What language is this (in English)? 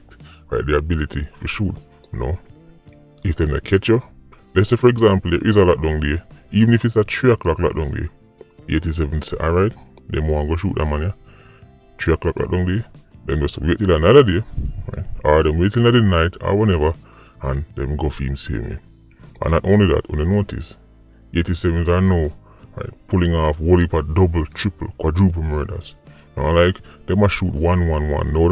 Jamaican Creole English